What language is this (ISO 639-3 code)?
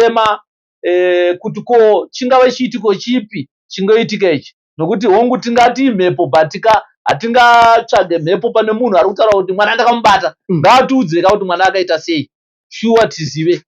sna